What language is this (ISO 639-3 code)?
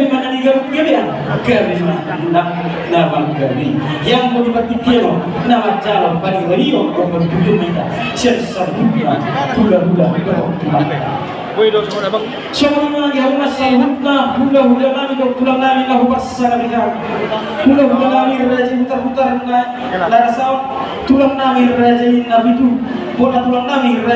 bbc